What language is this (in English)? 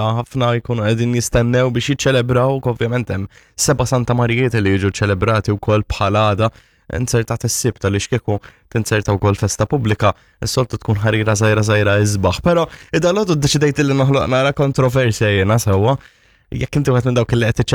Maltese